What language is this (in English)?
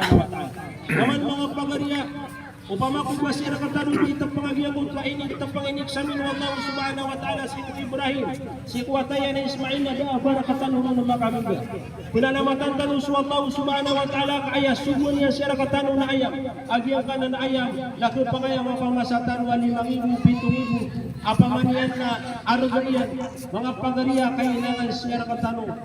Maranao